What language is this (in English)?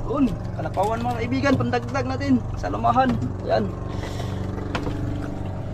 Filipino